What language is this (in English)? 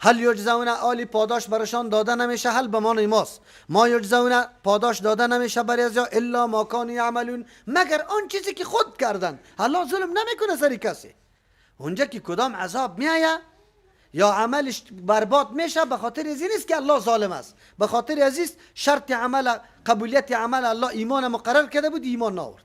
Persian